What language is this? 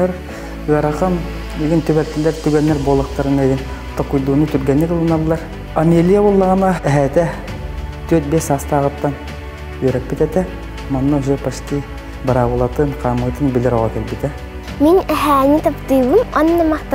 Yakut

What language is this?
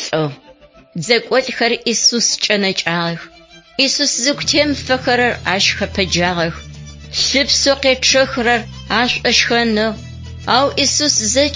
Adyghe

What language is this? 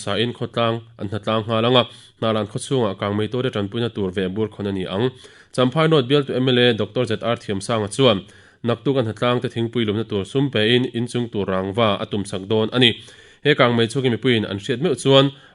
Mizo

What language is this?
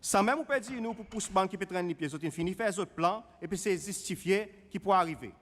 Seselwa Creole French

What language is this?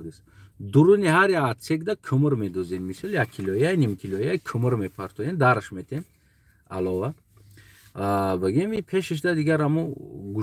Tajik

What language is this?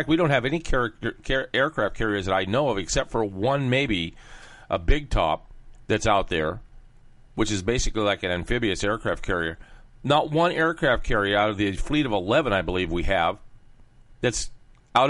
English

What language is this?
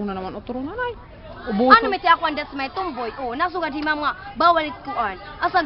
Waray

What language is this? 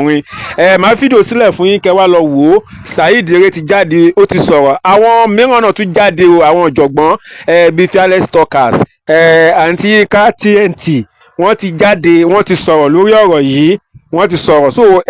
Yoruba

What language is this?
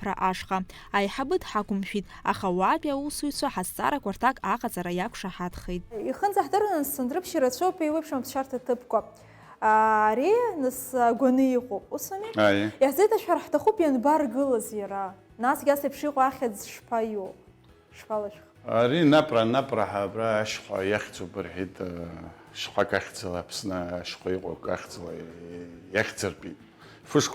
Abkhazian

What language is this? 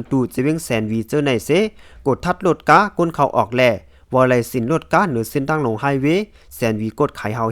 Lao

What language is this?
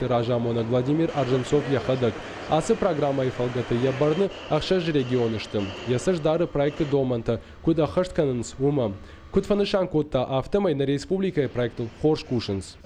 Ossetic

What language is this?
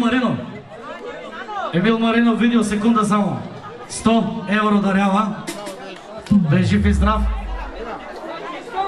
Bulgarian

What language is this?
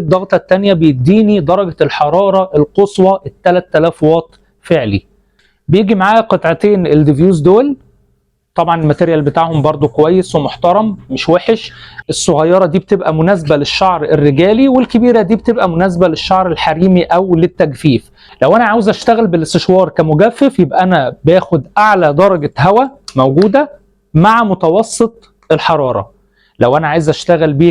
Egyptian Arabic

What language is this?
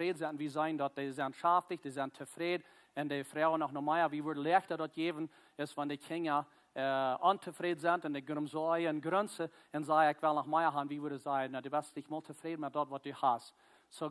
Plautdietsch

